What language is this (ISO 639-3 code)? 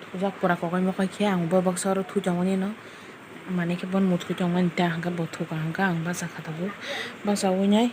trp